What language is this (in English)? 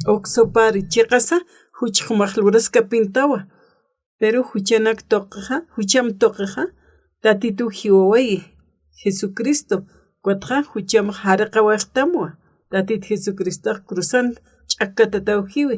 Aymara